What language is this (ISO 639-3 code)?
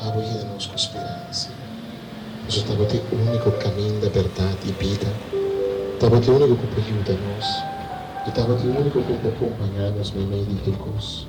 pap